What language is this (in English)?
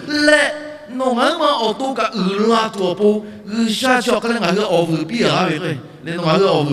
Lahu